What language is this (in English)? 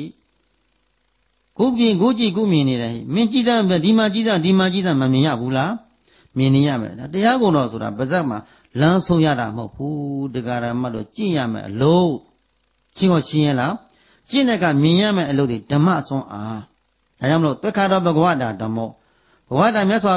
Burmese